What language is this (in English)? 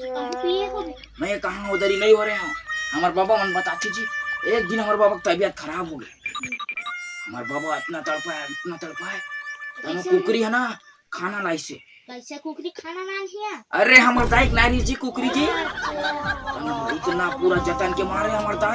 Chhattisgarhi